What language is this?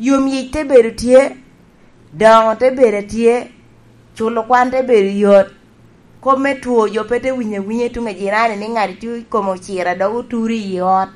Lango (Uganda)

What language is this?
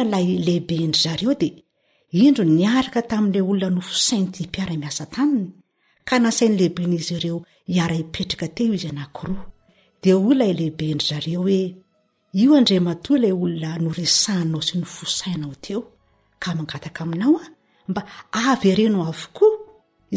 Malagasy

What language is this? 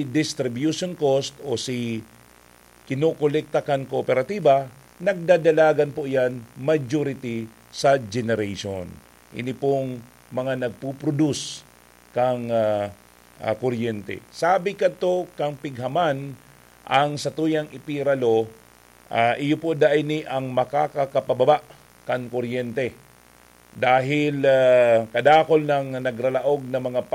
Bikol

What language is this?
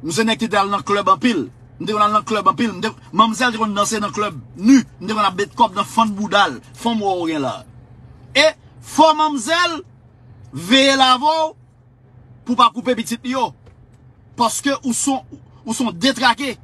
Haitian Creole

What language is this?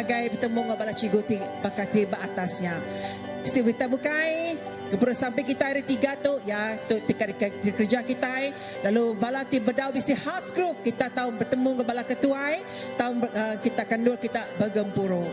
Iban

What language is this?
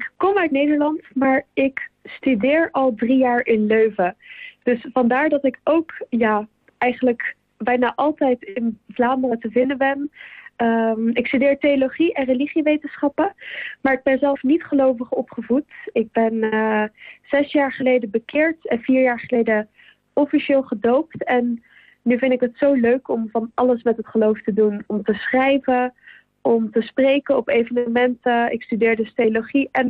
Dutch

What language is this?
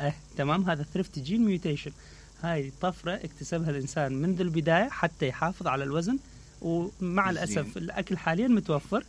Mesopotamian Arabic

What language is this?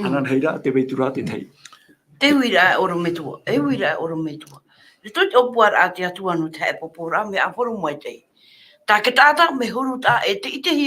Tahitian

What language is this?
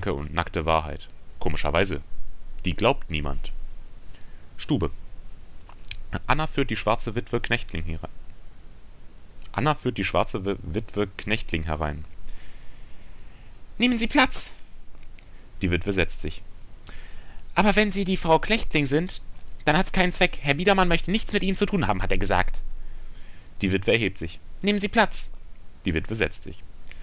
German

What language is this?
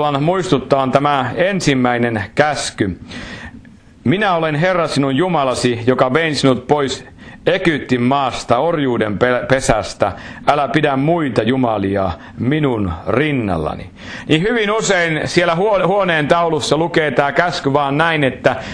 Finnish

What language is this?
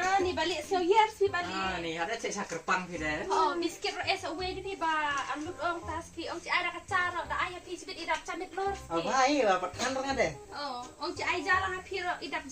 Khasi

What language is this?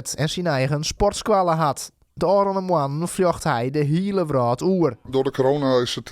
Western Frisian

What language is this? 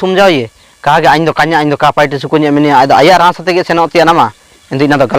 Ho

